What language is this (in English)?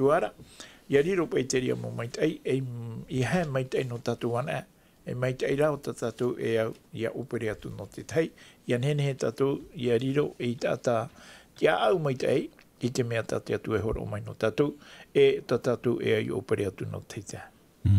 Tahitian